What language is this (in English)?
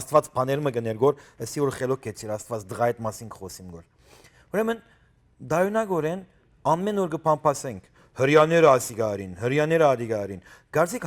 Western Armenian